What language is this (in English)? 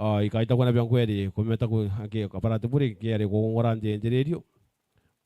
Gilbertese